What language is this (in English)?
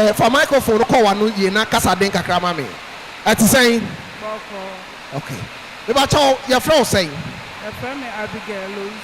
Akan